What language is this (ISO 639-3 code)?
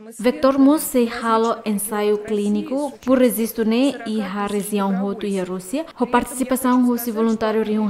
tet